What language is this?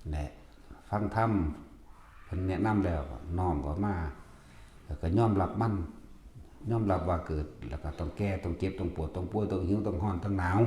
Northeastern Thai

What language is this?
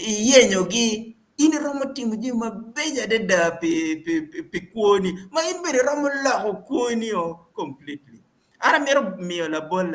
Acoli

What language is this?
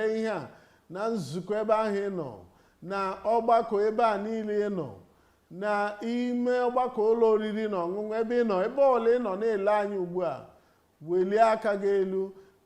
Igbo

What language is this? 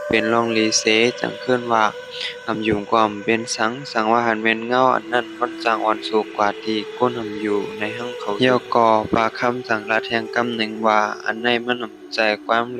Shan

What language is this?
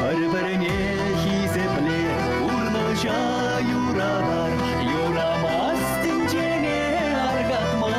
Chuvash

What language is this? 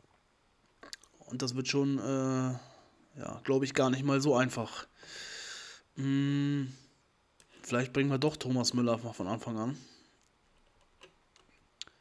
German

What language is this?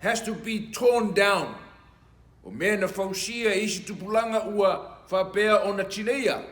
Samoan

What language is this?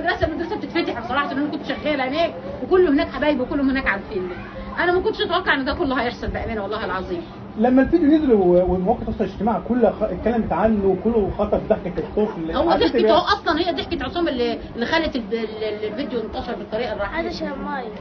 Egyptian Arabic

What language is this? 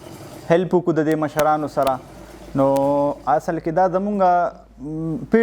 Pashto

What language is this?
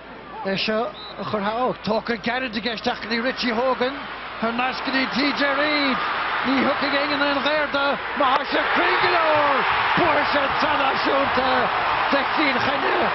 Irish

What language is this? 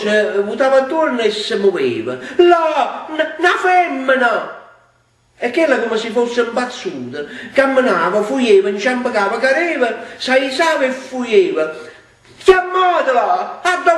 Neapolitan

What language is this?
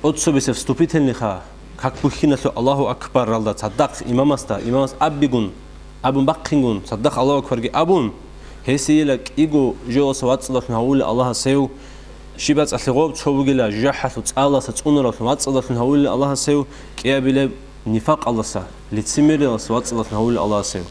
Avaric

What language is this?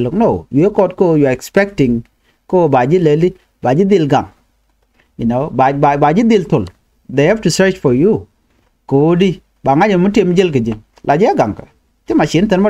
Nuer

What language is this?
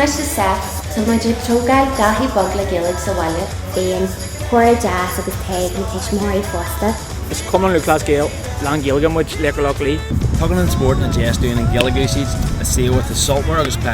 Irish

